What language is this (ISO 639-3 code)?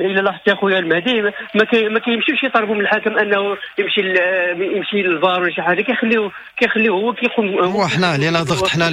ary